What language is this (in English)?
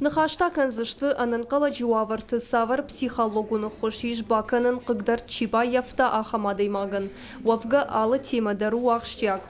Ossetic